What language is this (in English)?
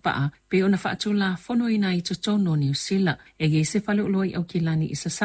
Samoan